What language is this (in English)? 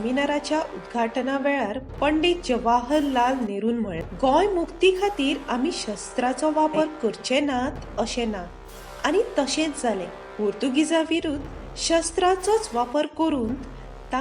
Konkani